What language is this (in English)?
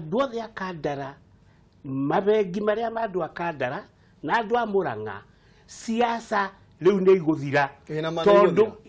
Kikuyu